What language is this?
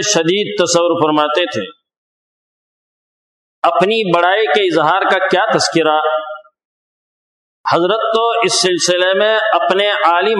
Urdu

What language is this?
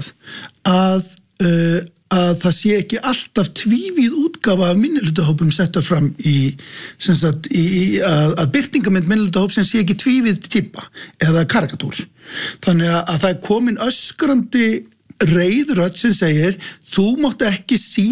Icelandic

